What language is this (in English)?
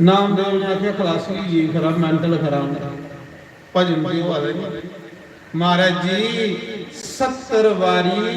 Dogri